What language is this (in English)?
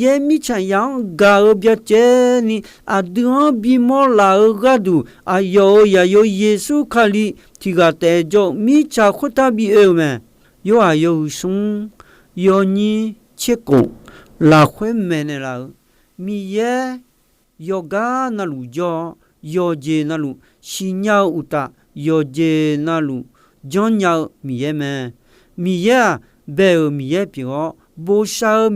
Akha